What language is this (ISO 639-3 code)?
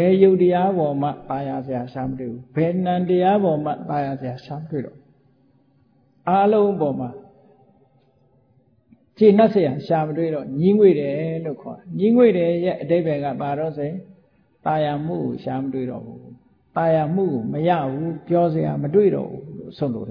mya